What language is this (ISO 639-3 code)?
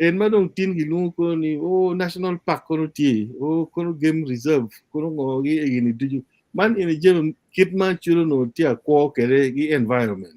ach